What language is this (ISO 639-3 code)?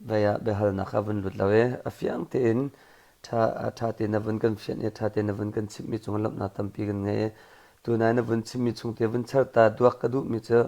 cnh